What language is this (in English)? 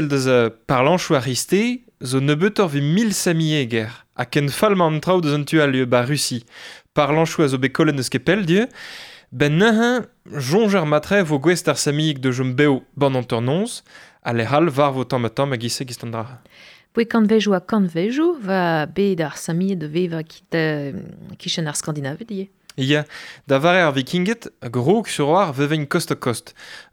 Breton